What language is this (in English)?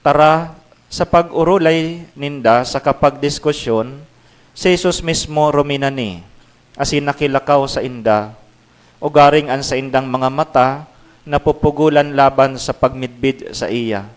Bikol